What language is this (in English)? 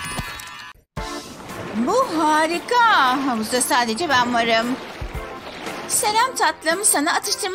Turkish